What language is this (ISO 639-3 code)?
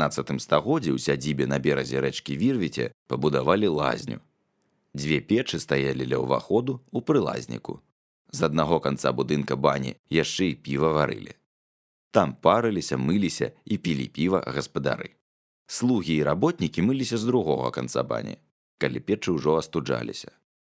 bel